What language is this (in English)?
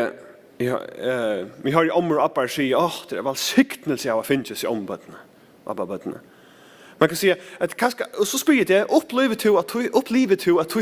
Faroese